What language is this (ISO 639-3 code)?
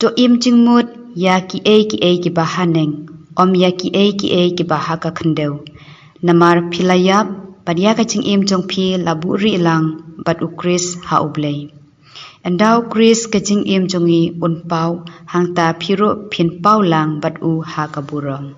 kha